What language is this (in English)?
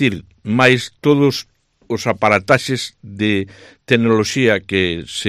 Galician